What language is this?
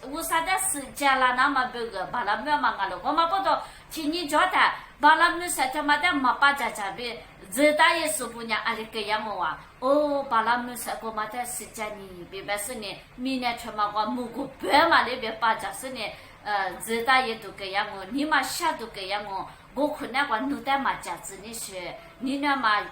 Lisu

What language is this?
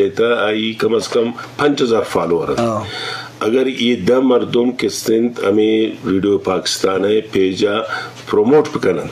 Eastern Balochi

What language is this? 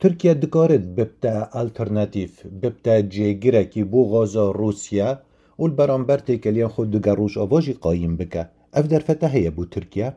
Kurdish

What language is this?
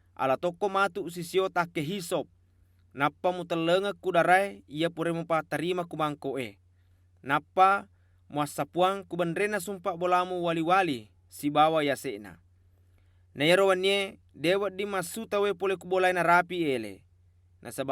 Buginese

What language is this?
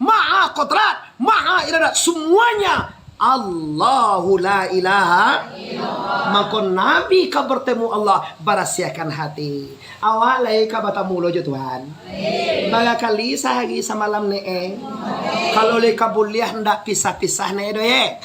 Minangkabau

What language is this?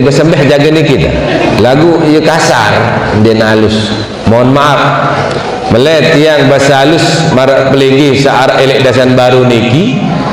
Sasak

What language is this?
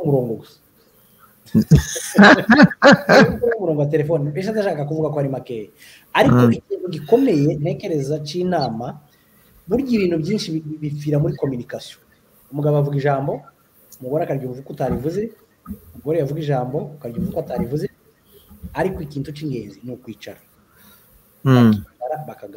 Kinyarwanda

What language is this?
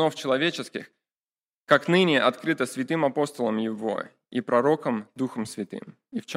Russian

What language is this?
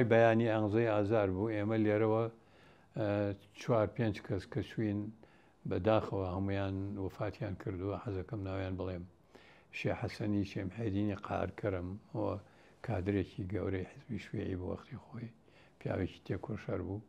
Central Kurdish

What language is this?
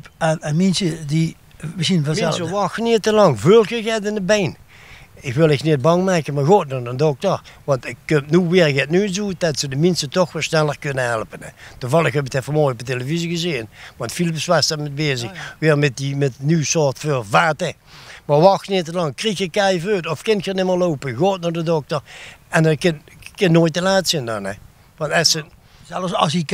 Limburgish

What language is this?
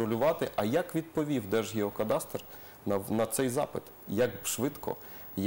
Ukrainian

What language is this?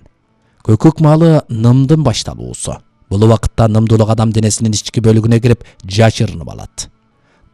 Kyrgyz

